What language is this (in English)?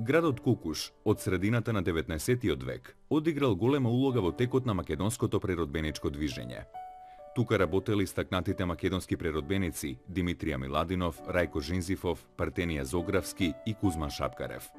Macedonian